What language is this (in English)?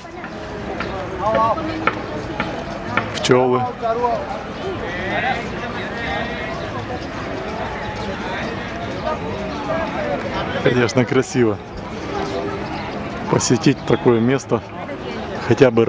Russian